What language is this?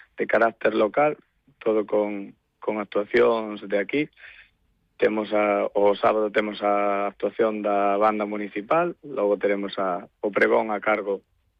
Galician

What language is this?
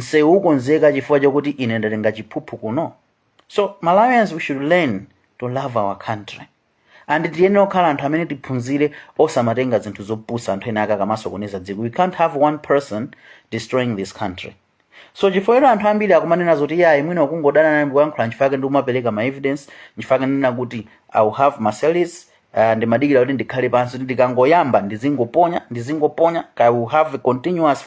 Nyanja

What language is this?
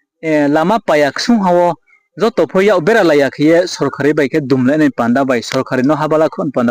Riang (India)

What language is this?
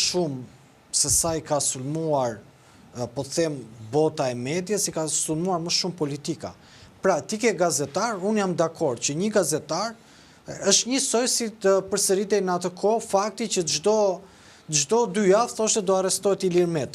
Albanian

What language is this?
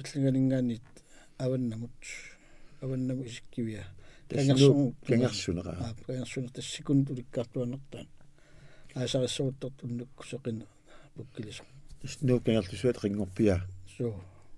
Kalaallisut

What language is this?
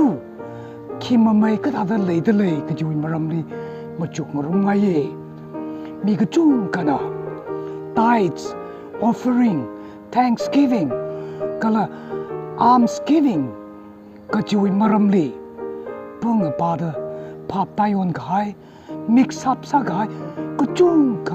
Tangkhul Naga (India)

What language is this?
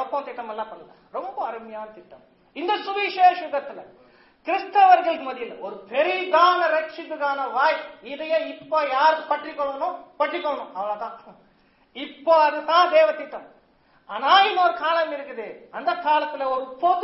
Tamil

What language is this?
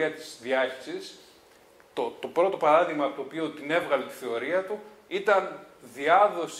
Greek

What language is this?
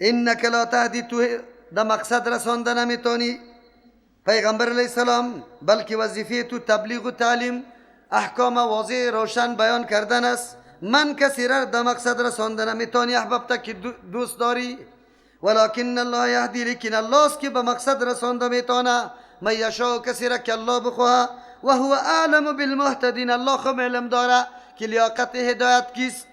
Persian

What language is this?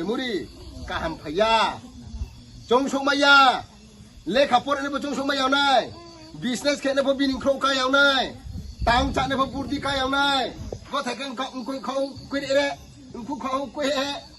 Riang (India)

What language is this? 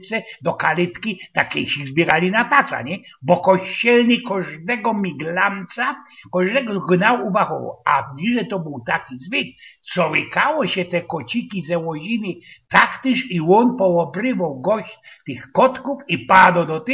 Silesian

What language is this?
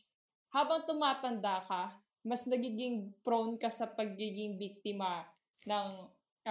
Filipino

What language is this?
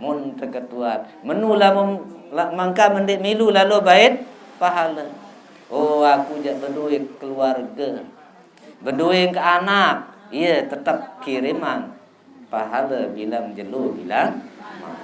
Sasak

